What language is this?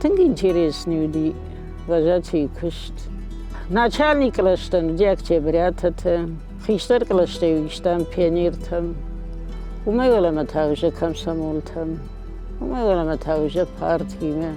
Ossetic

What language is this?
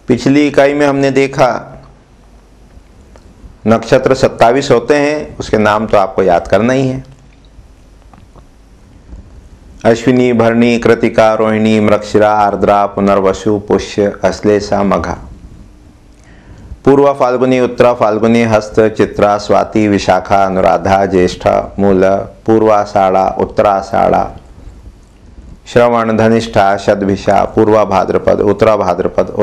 Hindi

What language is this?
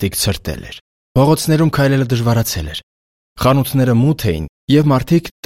Armenian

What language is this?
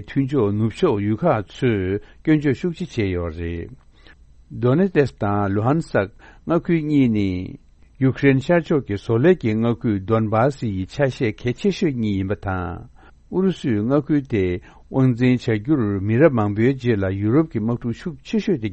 Tibetan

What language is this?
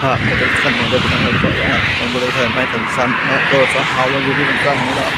Northeastern Thai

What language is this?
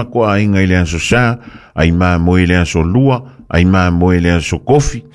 Samoan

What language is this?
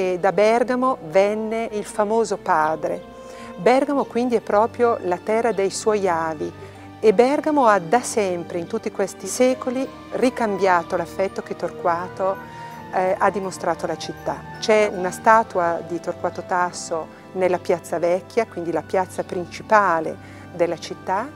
Italian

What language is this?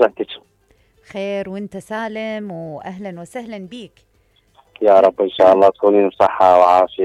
Mesopotamian Arabic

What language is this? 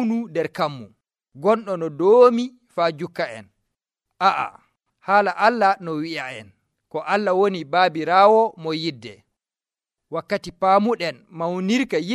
Nigerian Fulfulde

